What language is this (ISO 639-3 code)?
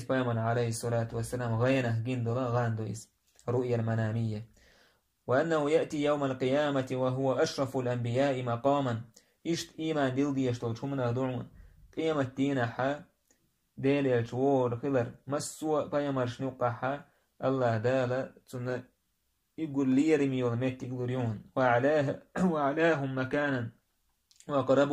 che